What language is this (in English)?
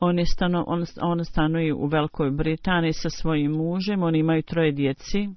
Bosnian